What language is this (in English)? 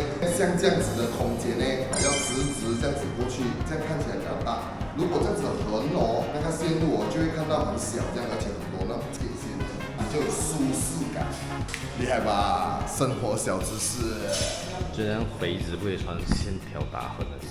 Chinese